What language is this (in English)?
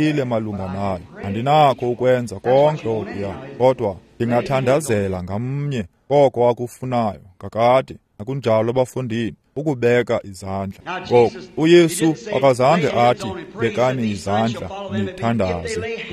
Xhosa